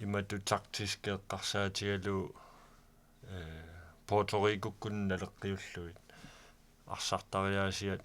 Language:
Kalaallisut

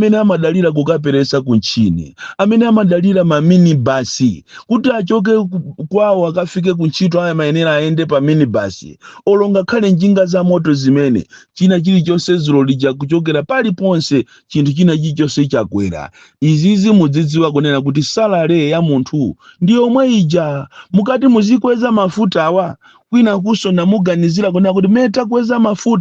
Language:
Nyanja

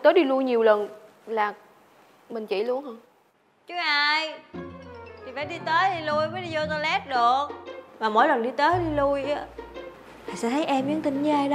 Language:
Vietnamese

